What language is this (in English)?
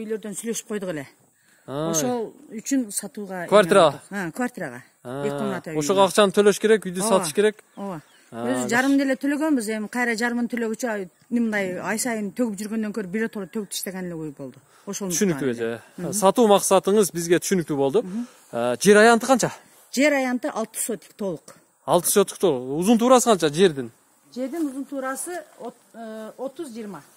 Kyrgyz